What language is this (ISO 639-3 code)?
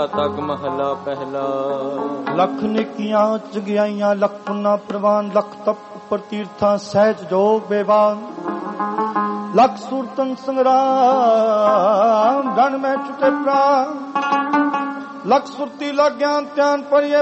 pan